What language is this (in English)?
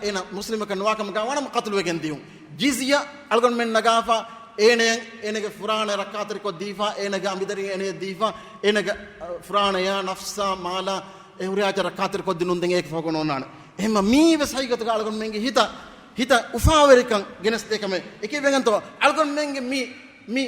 Divehi